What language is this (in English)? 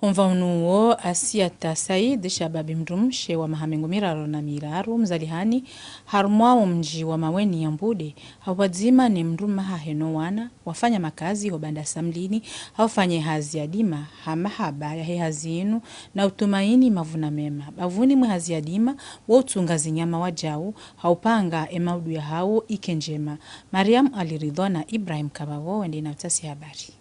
Ngazidja Comorian